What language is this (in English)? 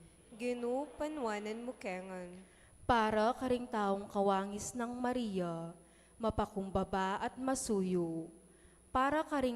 Pampanga